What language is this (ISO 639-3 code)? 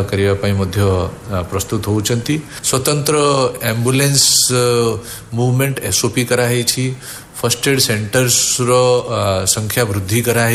ori